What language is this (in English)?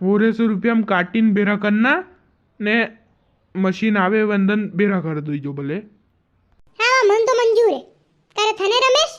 Rajasthani